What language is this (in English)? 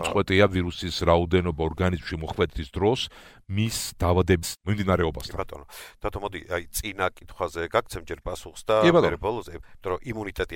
Georgian